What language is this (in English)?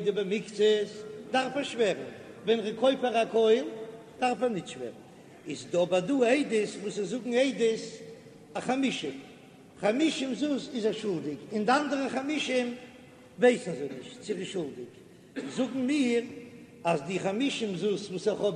Yiddish